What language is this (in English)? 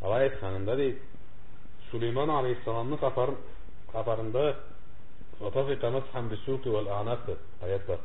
Karachay-Balkar